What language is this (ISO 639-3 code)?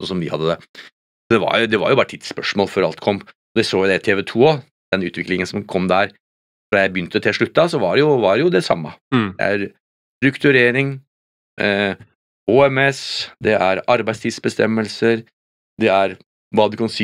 nor